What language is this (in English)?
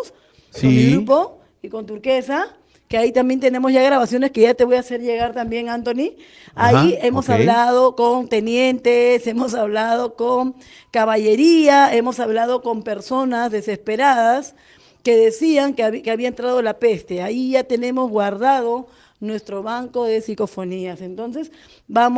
Spanish